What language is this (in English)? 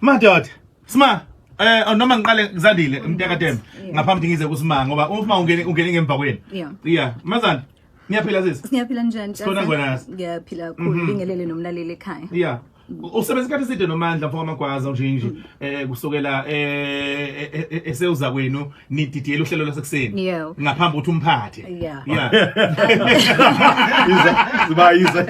Zulu